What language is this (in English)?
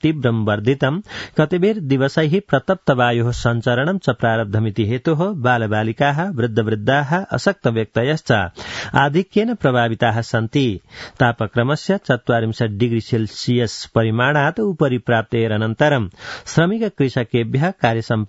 Sanskrit